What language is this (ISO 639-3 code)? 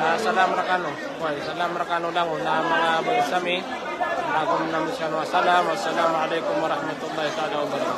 mrw